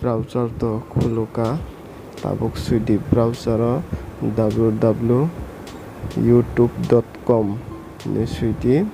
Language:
Kok Borok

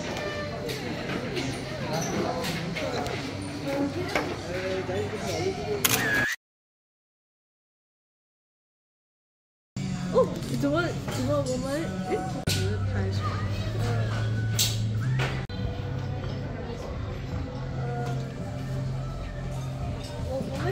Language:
Chinese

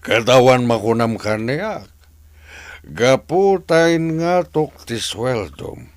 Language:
Iloko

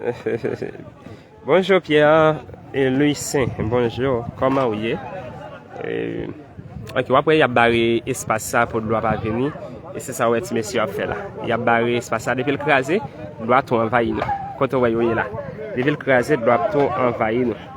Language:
Haitian Creole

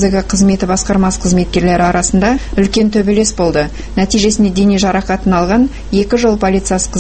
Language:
Kazakh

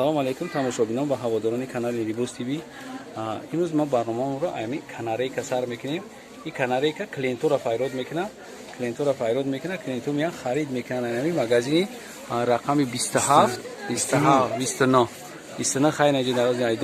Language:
Tajik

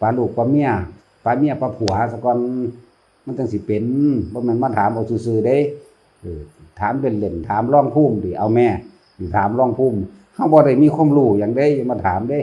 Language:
Northeastern Thai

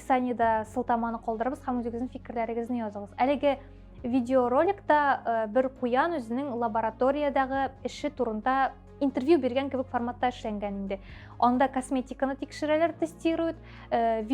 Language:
Tatar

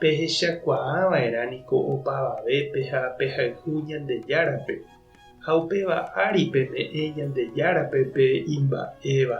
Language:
Guarani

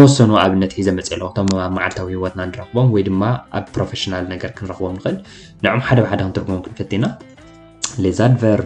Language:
Tigrinya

